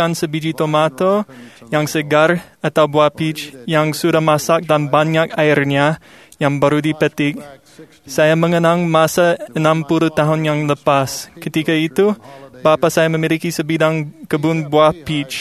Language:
Malay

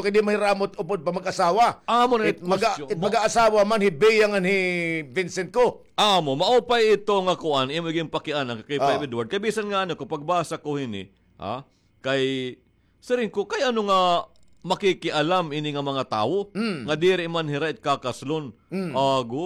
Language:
Waray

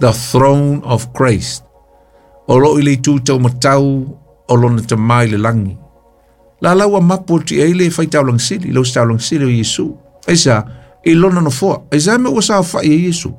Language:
Samoan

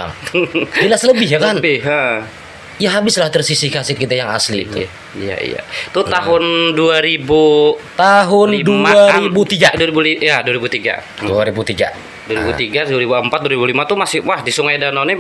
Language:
Banjar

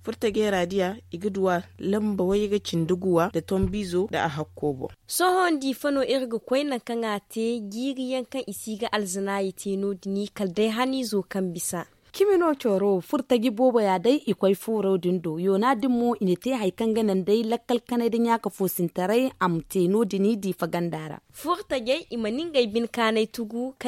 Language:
Zarma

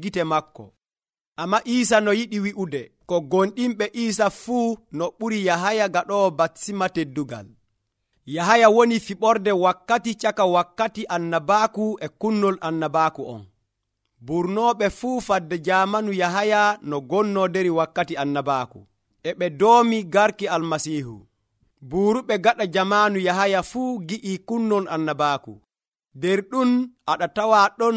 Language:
Nigerian Fulfulde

